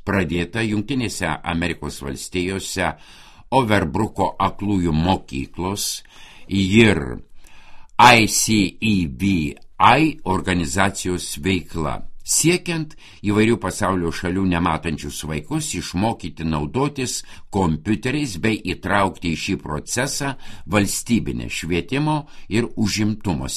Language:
Lithuanian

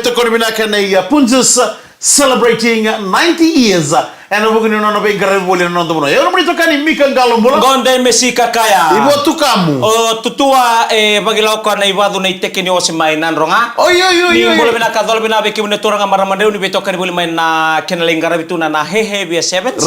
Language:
Fijian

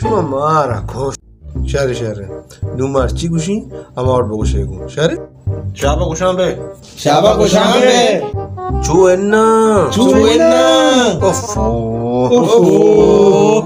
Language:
Baluchi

